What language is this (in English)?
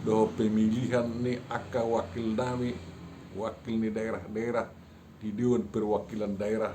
Batak Toba